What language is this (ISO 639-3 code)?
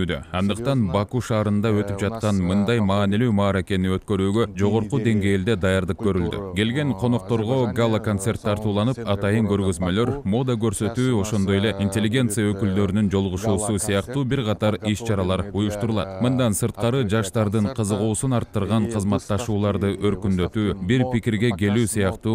kir